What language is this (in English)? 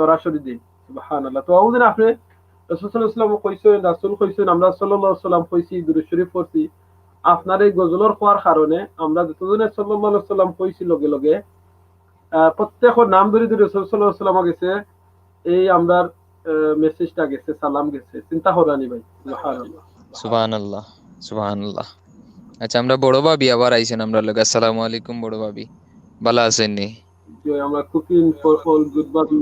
Sylheti